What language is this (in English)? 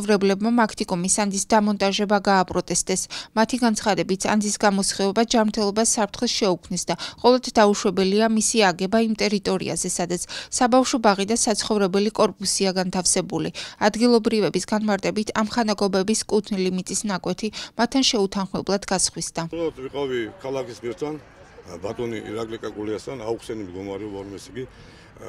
Georgian